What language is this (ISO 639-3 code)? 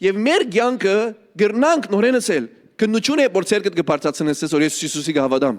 hyw